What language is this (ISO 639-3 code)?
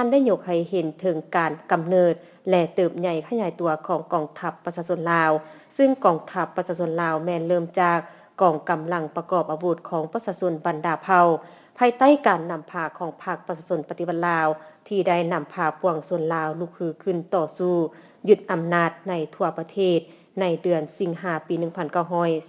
lao